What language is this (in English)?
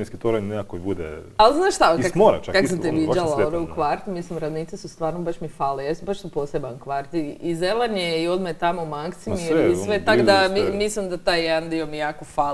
Croatian